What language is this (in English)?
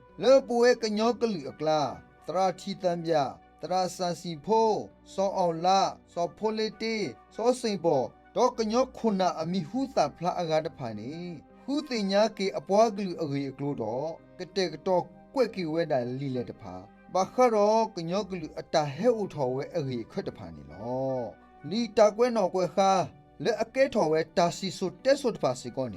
S'gaw Karen